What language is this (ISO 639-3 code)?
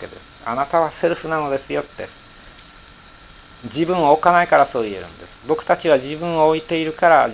jpn